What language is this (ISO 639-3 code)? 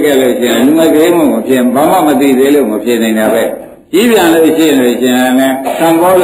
mya